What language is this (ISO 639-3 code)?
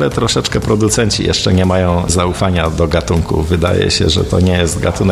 pol